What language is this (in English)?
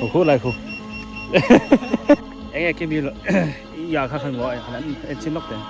Biete